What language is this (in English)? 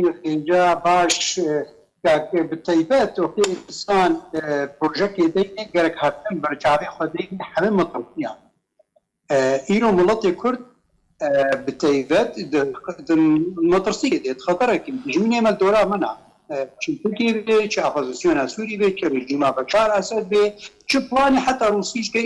Kurdish